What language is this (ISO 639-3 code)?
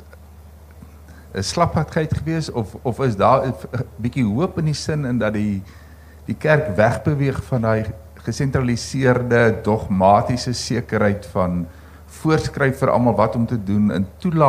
afr